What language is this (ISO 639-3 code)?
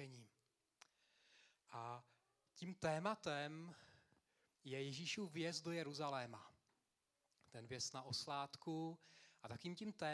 ces